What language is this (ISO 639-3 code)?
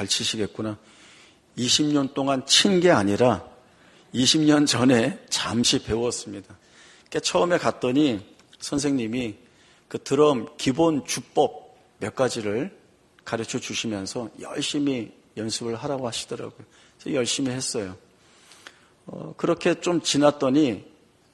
kor